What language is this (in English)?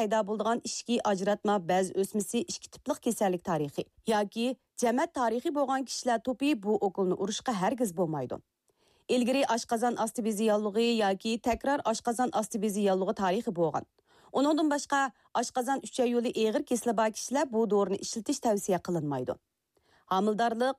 Uyghur